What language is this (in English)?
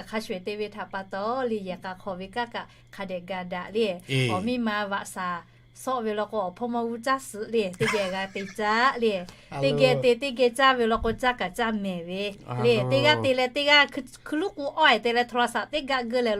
Lahu